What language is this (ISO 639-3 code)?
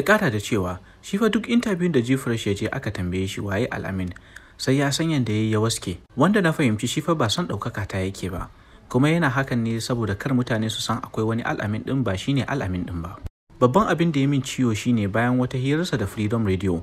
hau